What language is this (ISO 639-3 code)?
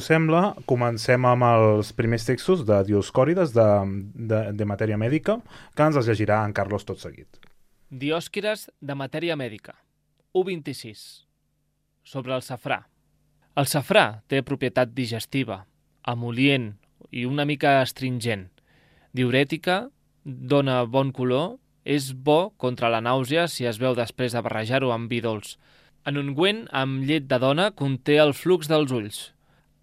cat